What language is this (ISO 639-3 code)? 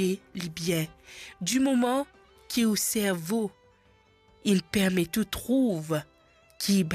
mfe